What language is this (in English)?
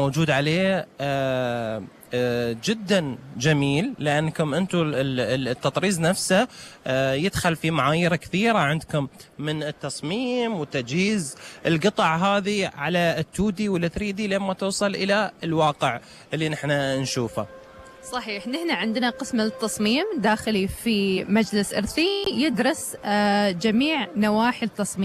Gulf Arabic